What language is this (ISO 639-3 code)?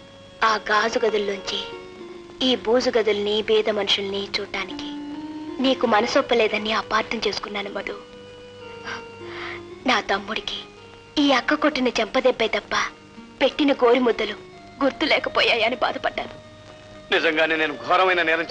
tel